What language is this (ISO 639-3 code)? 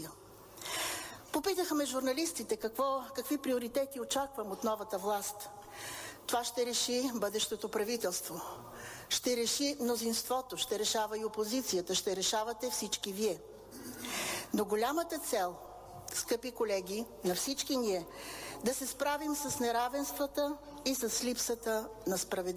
bul